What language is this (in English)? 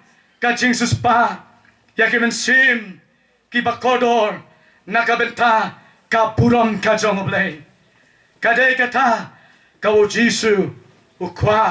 Khasi